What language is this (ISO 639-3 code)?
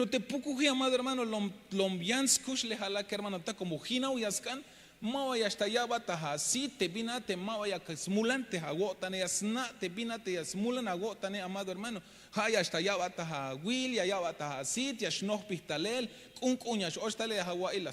tzh